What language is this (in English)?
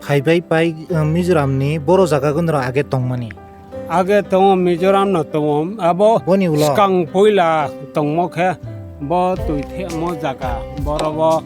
Kok Borok